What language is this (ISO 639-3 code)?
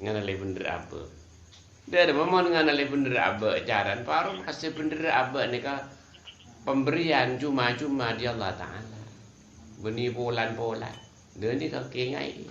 mad